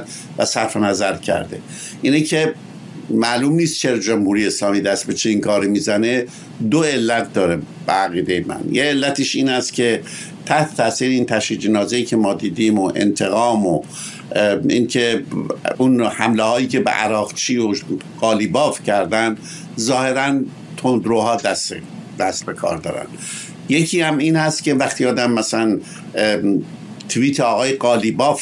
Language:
Persian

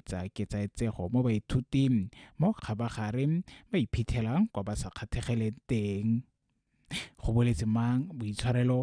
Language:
Tswana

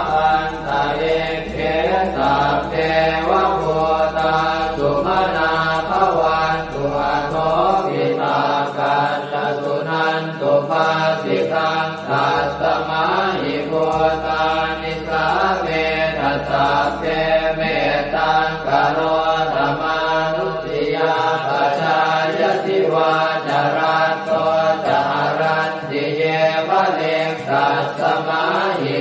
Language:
Pali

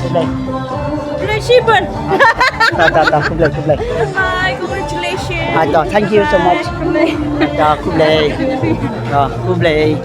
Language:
Khasi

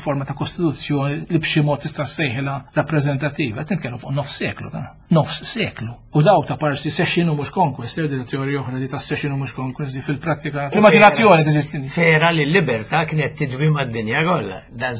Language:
Maltese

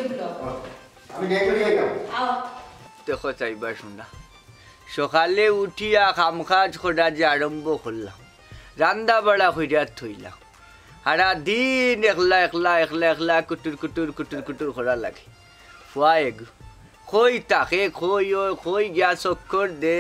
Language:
Sylheti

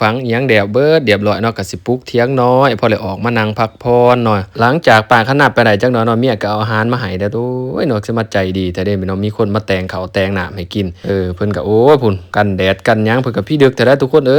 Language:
Lao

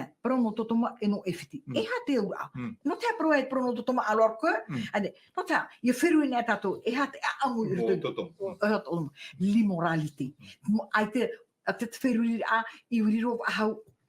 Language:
Tahitian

